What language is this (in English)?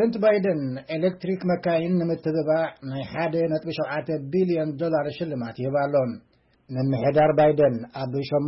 Tigrinya